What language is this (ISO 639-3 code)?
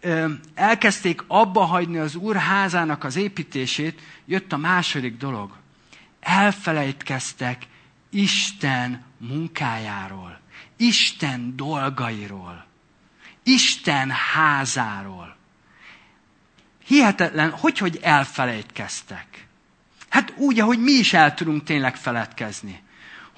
hun